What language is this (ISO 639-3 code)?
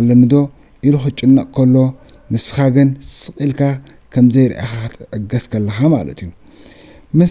tir